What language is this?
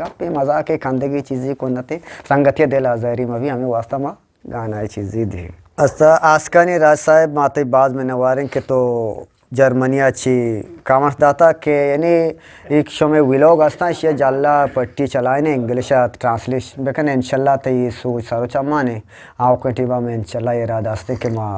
Eastern Balochi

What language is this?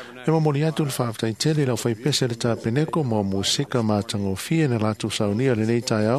Samoan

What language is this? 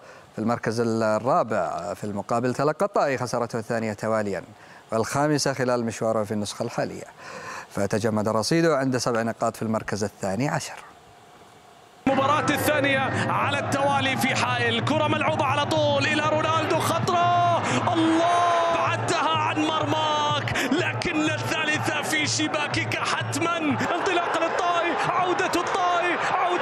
Arabic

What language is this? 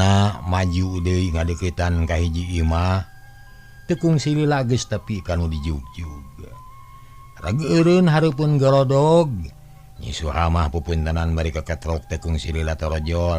Sundanese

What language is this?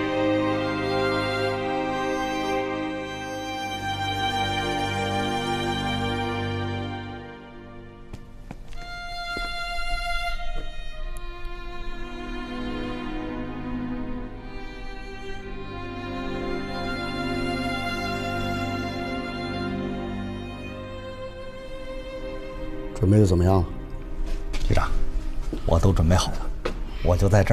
Chinese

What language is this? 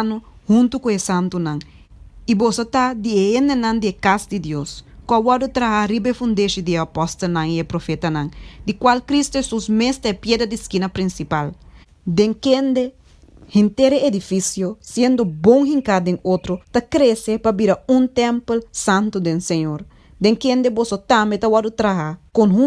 Papiamento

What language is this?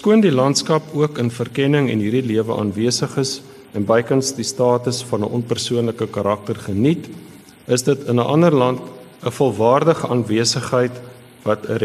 Afrikaans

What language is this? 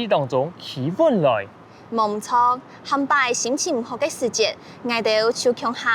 Hakka Chinese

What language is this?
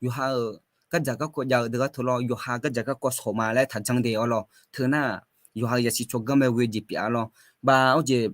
Akha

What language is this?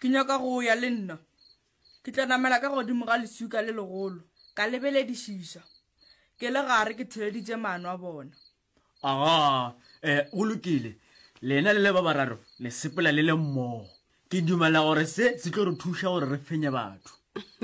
Northern Sotho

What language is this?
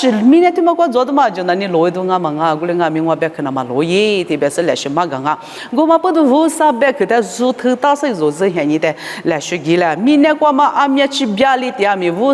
Lisu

